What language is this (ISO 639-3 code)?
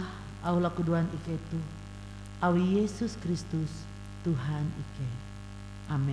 nij